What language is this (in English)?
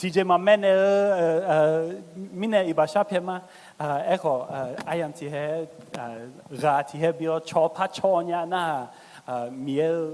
Akha